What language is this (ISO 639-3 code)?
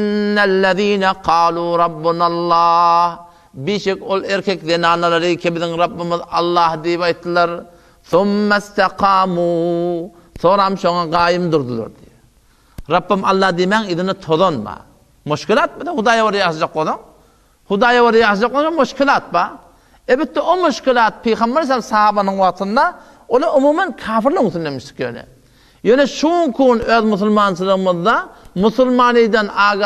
tuk